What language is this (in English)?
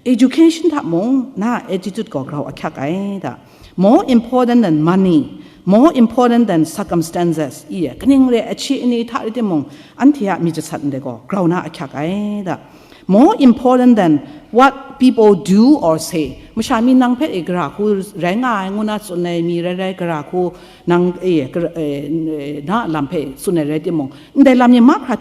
Kachin